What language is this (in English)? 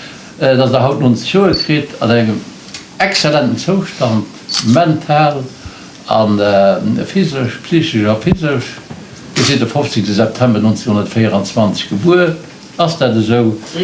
Luxembourgish